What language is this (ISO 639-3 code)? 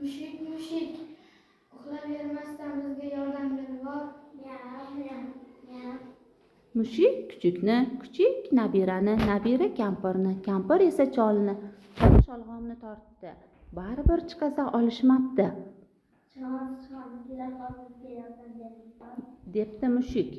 uzb